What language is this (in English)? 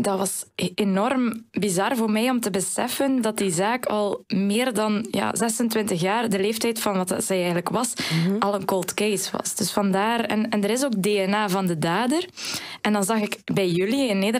Dutch